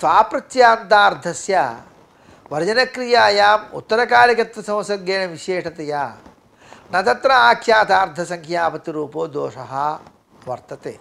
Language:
Sanskrit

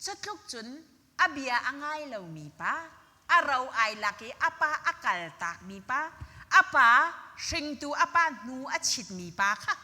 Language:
Hakha Chin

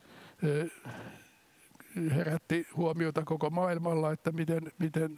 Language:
Finnish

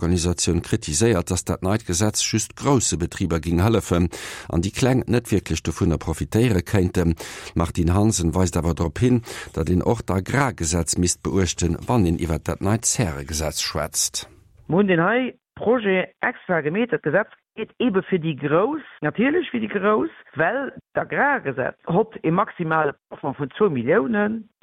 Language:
Luxembourgish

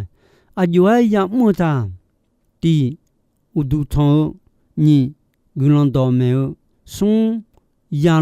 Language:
Akha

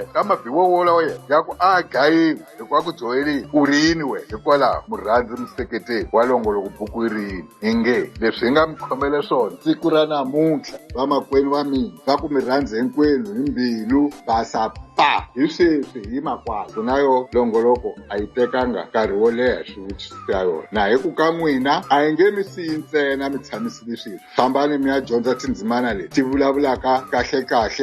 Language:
Tsonga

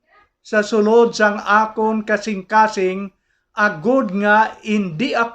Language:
Hiligaynon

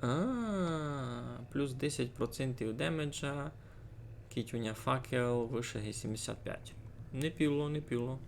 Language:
Rusyn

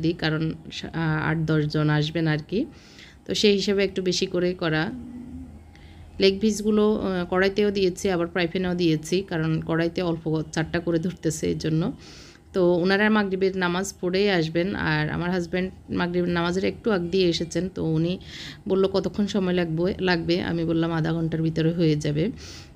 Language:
Bangla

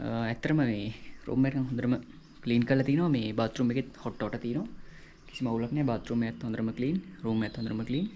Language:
Sinhala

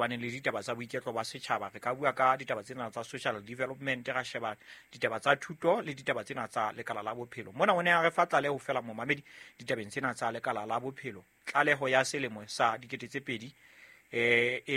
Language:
Southern Sotho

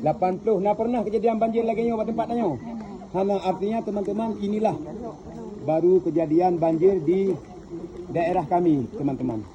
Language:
Achinese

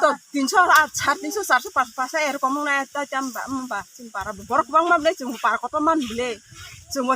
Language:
Kok Borok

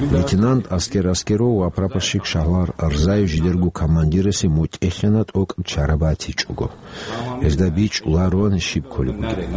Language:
Avaric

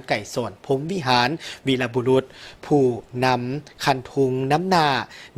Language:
Lao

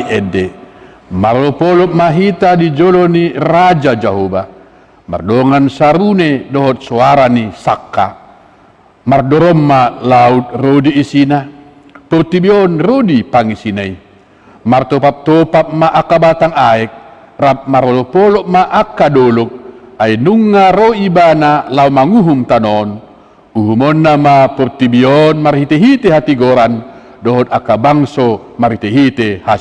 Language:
Batak Toba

